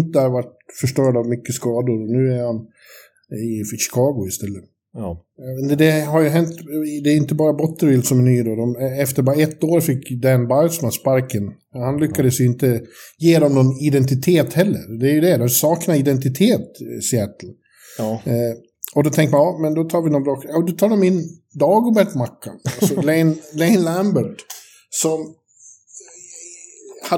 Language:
Swedish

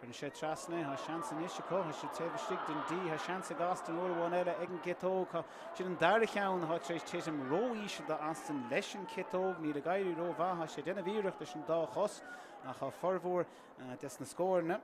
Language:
Irish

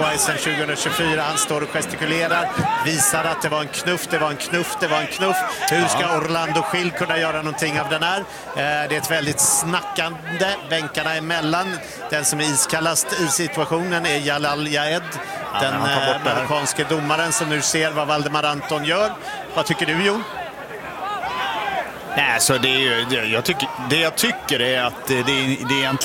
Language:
Swedish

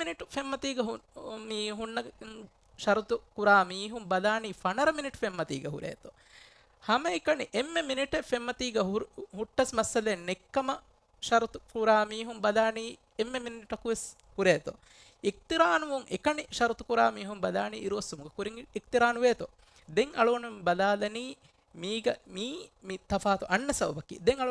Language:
Divehi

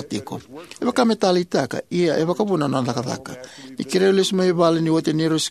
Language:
Fijian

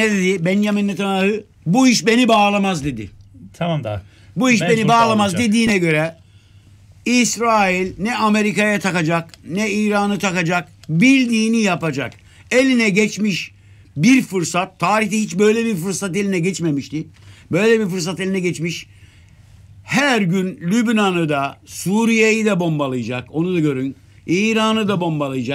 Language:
Turkish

